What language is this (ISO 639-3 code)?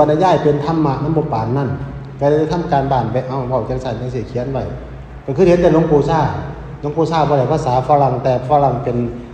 tts